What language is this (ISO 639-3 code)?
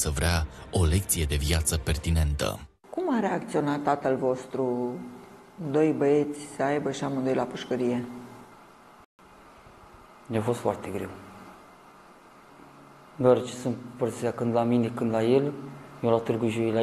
ron